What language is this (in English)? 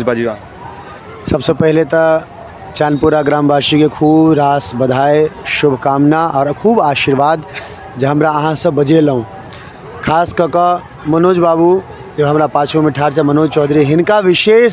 Maithili